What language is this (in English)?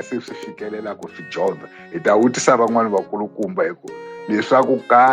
Tsonga